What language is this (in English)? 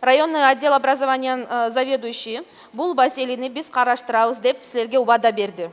Kyrgyz